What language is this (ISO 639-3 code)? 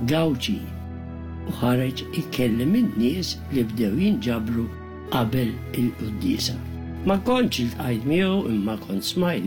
mlt